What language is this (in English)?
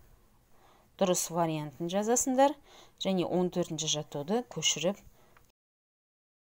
Kazakh